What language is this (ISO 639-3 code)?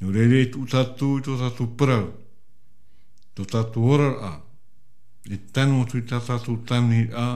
tah